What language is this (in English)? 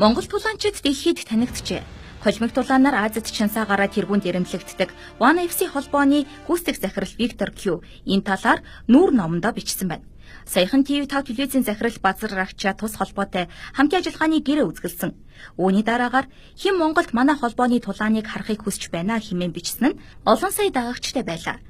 Mongolian